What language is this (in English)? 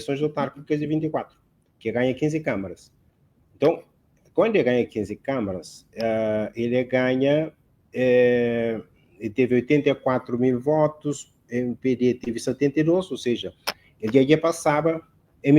Kabuverdianu